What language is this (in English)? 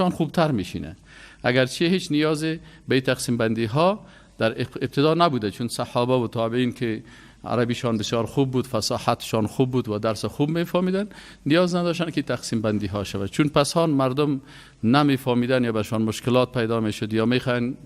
Persian